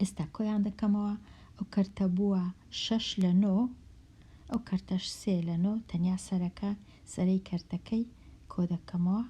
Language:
Central Kurdish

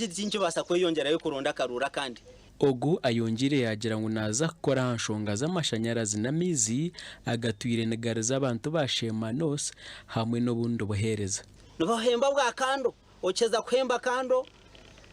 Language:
Nyankole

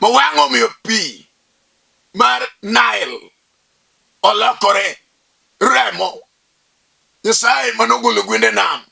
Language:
Luo (Kenya and Tanzania)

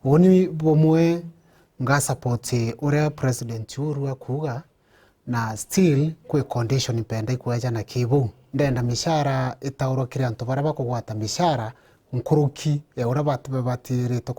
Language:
Meru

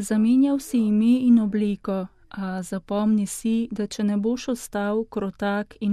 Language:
Slovenian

